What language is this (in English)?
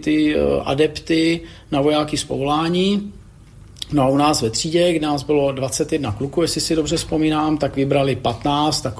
Czech